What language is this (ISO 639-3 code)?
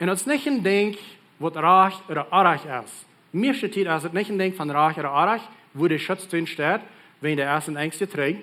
pdt